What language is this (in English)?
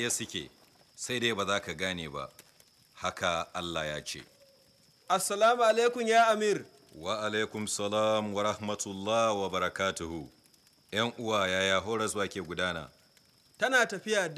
Hausa